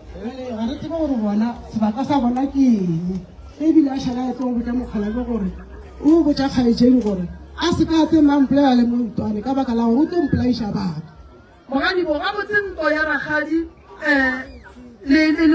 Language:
Northern Sotho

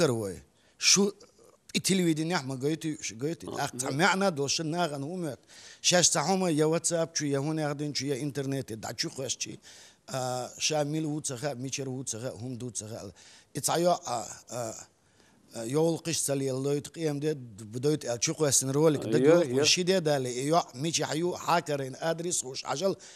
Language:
Chechen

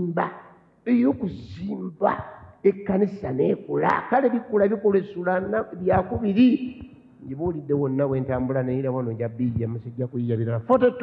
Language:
Ganda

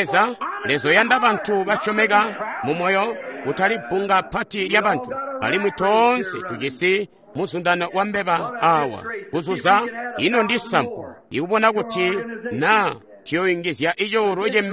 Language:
Tonga (Zambia)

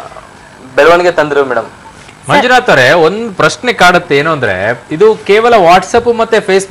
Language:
Kannada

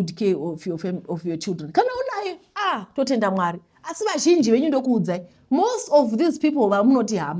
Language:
Shona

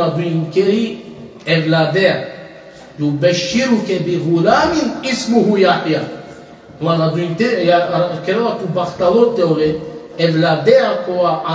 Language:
Balkan Romani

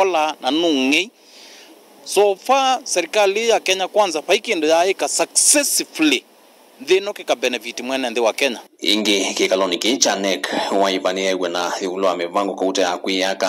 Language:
Kamba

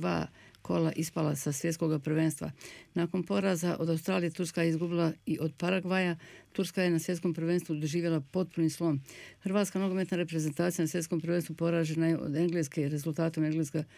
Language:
Bosnian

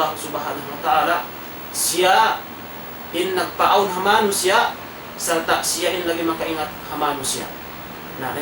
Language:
Tausug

